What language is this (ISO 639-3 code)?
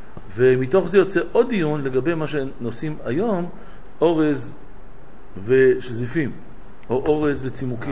heb